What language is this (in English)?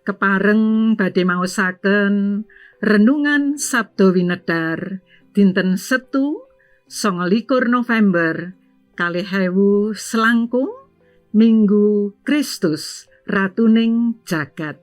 Javanese